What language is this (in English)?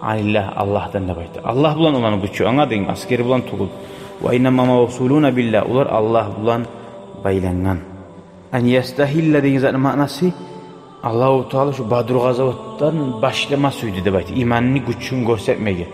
Kumyk